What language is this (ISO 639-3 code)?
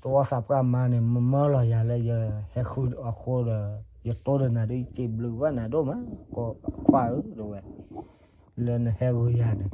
ksw